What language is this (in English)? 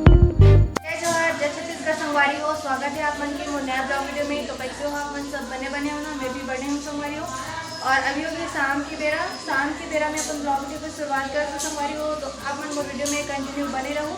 Chhattisgarhi